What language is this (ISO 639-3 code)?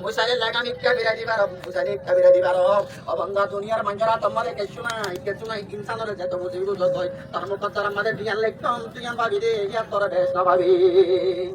rhg